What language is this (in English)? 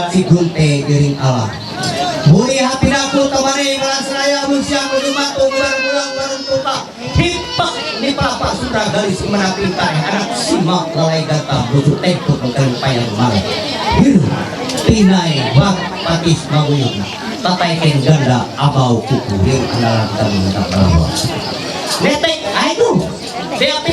Ma'anyan